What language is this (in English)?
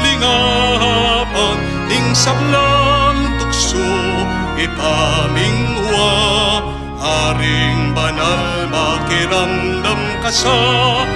Pampanga